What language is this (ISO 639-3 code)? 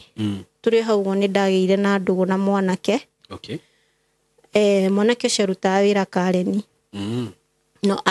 kik